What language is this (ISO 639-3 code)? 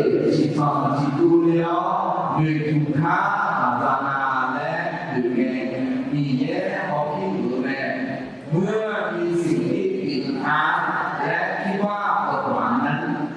ahk